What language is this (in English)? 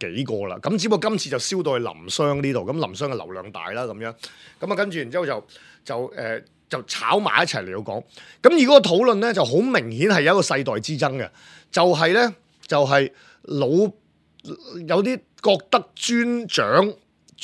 Cantonese